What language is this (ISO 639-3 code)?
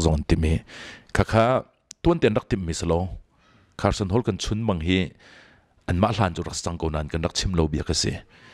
cnh